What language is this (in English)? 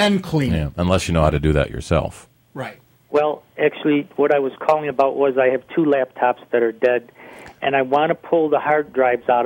English